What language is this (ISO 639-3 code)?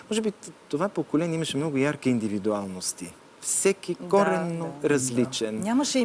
bul